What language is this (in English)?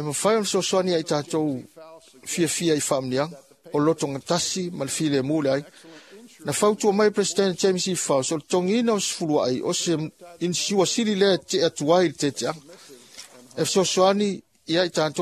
Samoan